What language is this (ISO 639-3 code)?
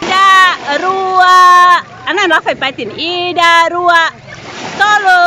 tet